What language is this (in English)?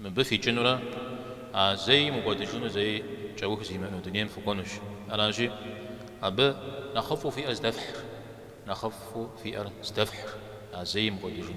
Kabardian